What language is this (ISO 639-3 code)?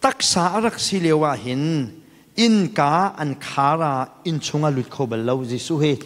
cnh